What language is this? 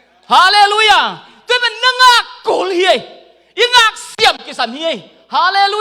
Tedim Chin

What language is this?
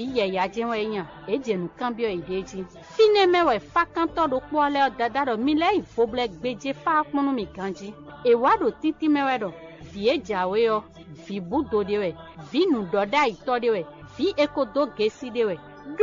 Fon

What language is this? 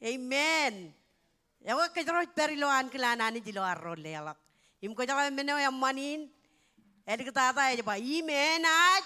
Marshallese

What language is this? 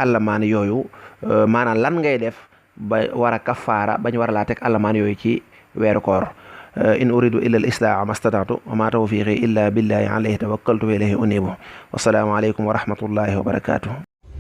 Wolof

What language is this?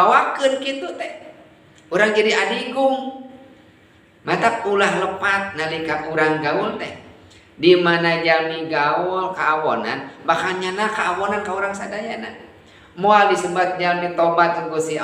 Sundanese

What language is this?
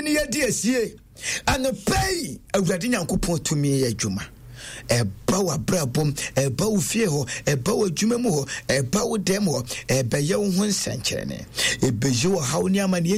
Akan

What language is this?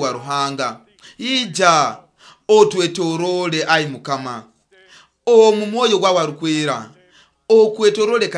Nyoro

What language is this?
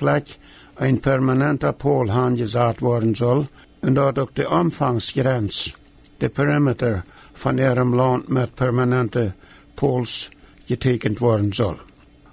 Plautdietsch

